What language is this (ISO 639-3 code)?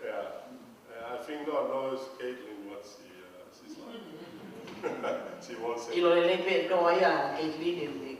ton